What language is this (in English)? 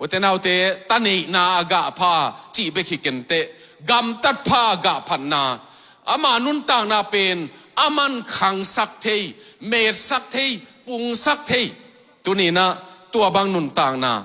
Tedim Chin